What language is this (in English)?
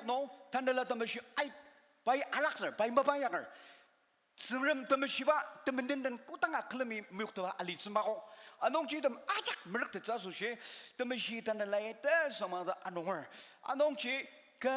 Ao Naga